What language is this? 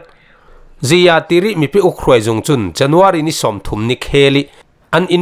Falam Chin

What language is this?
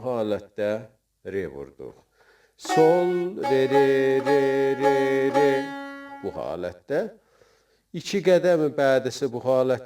South Azerbaijani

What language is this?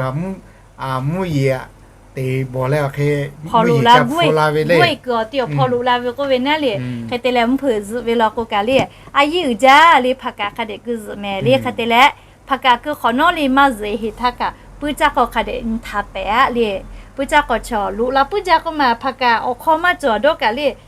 Lahu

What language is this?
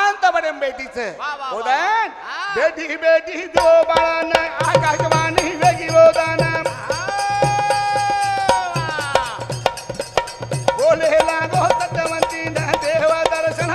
Lambadi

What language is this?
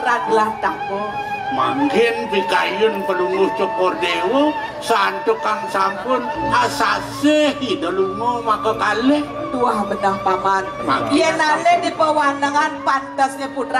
Balinese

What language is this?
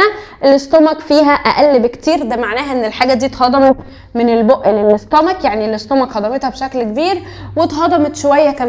Egyptian Arabic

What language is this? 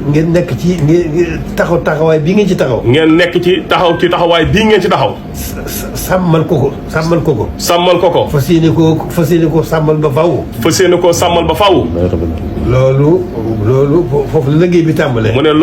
Wolof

